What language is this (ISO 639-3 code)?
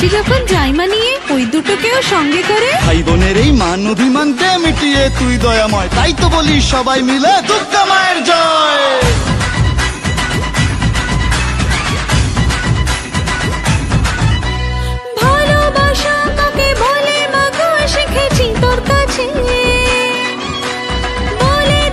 ben